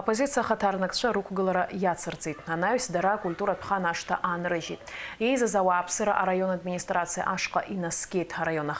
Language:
Abkhazian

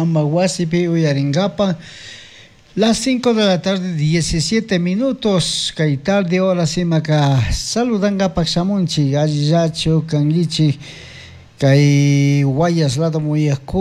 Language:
Chimborazo Highland Quichua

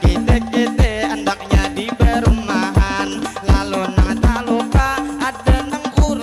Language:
Banjar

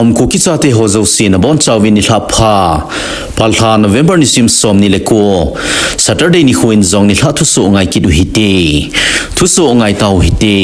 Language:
Thado Chin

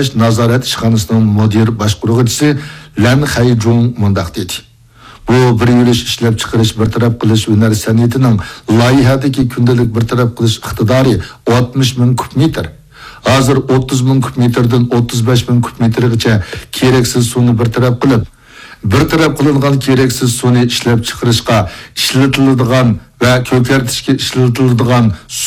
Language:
Uyghur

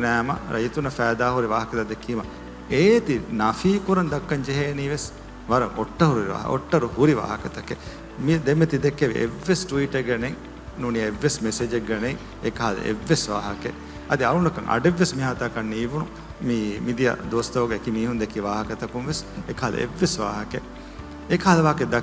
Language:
Divehi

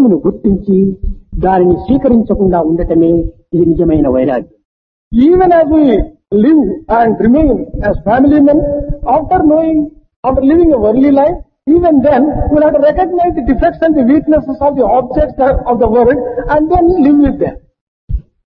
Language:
Telugu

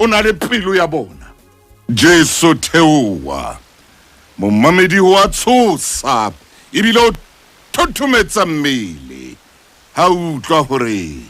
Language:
Southern Sotho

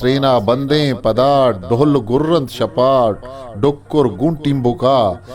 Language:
Eastern Balochi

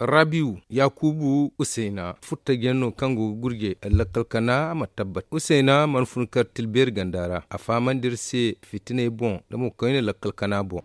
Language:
Zarma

